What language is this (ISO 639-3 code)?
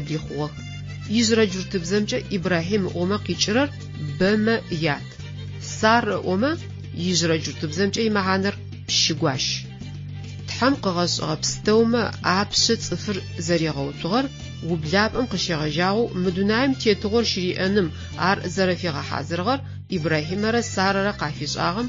ady